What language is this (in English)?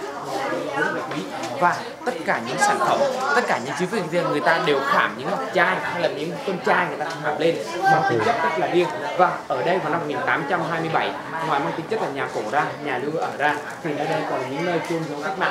Vietnamese